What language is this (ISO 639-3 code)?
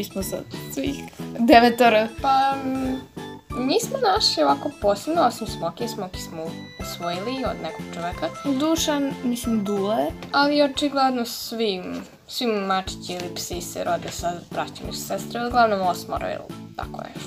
srp